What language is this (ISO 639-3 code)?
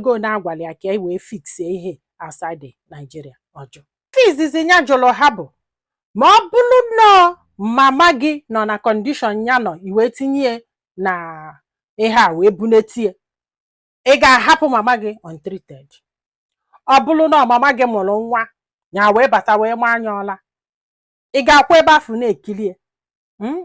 ibo